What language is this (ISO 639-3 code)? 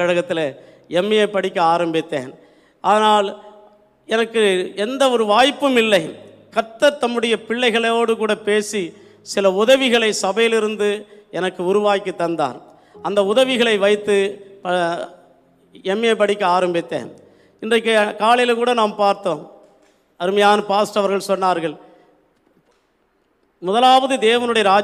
tam